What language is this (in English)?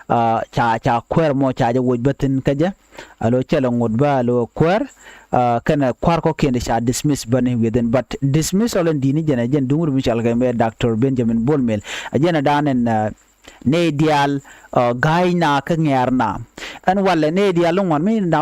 Nuer